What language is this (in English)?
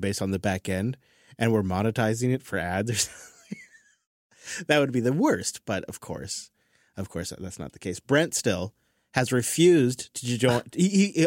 English